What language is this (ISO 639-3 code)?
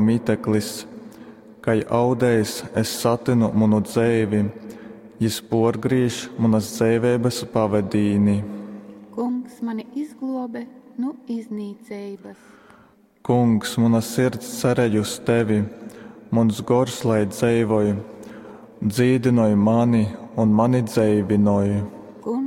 ltg